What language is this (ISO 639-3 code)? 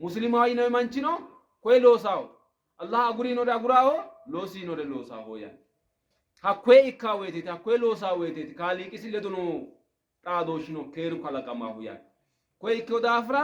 sid